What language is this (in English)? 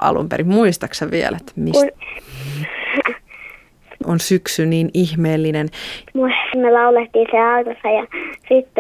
Finnish